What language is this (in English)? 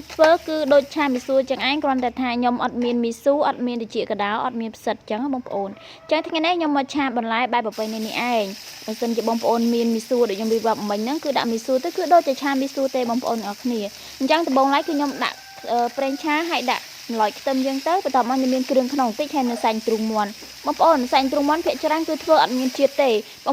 Khmer